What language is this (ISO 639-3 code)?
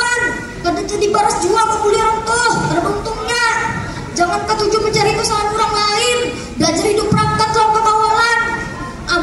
bjn